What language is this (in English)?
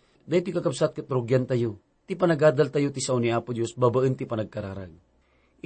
Iloko